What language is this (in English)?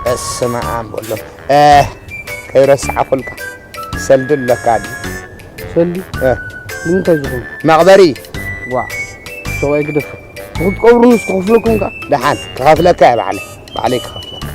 Tigrinya